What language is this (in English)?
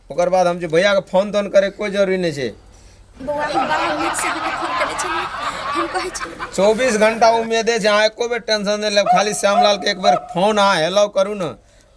Maithili